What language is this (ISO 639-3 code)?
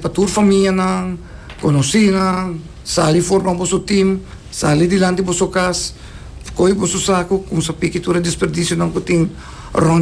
pap